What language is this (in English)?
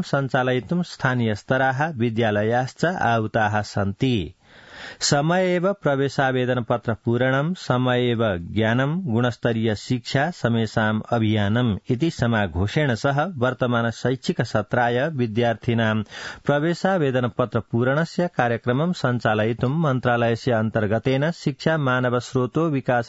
Sanskrit